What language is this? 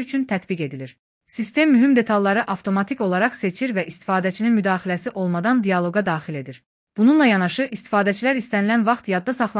Azerbaijani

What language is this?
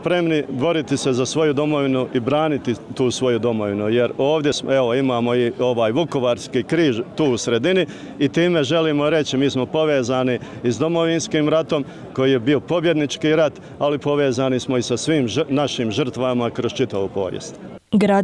Croatian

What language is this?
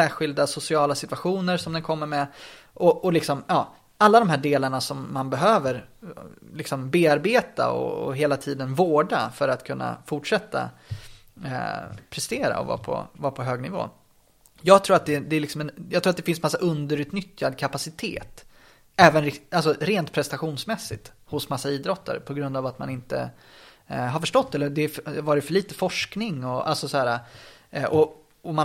Swedish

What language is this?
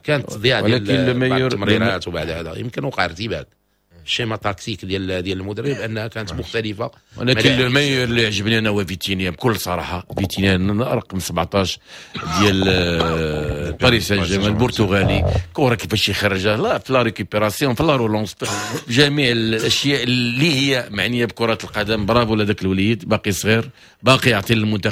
Moroccan Arabic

